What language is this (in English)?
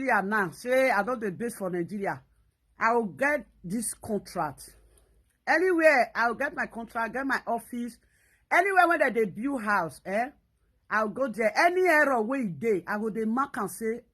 Nigerian Pidgin